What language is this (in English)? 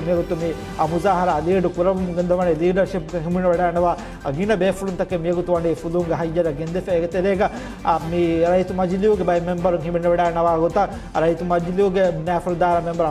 Divehi